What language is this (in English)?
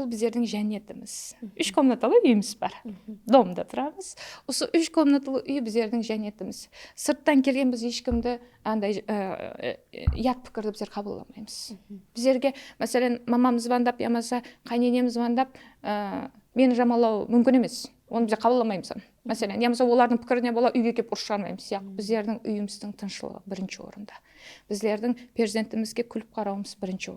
Kara-Kalpak